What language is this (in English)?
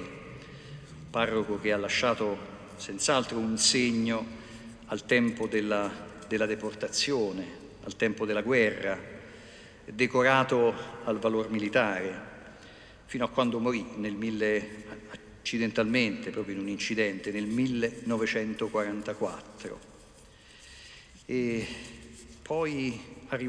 Italian